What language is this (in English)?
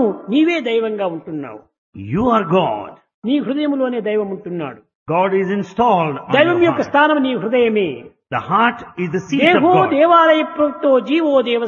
Telugu